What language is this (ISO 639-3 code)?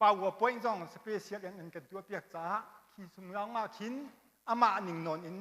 cnh